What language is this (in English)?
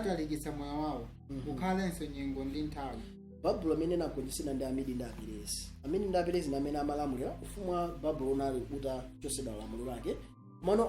Nyanja